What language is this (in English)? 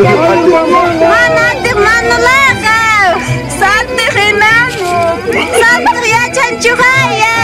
Ayacucho Quechua